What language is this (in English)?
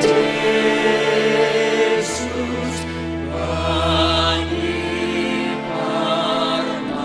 Batak Simalungun